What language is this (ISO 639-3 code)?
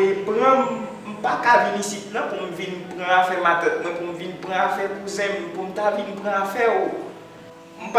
hat